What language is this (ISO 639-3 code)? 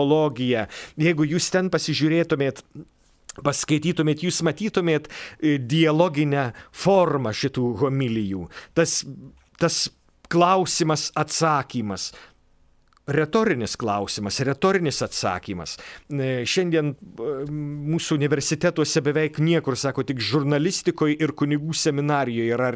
lit